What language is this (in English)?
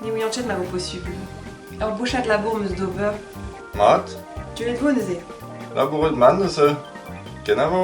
Breton